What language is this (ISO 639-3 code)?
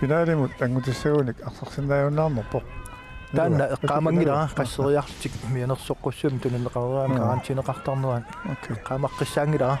kal